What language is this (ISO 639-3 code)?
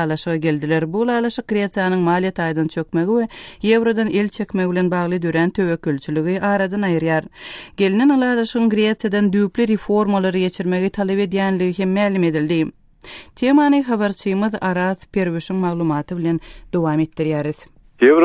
tuk